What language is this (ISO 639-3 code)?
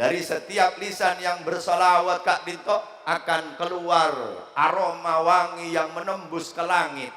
mad